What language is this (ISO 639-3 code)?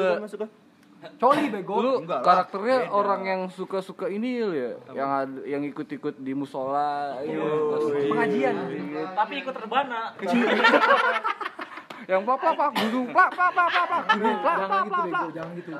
ind